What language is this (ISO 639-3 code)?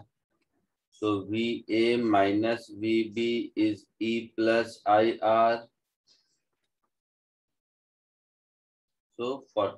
hin